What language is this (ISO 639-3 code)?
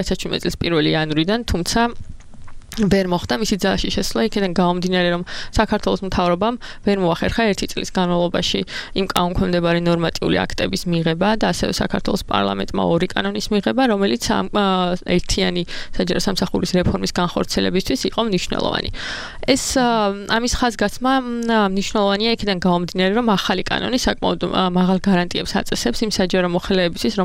kat